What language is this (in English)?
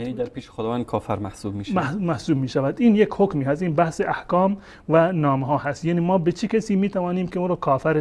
Persian